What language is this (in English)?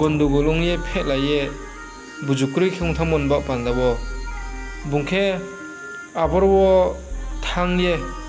Riang (India)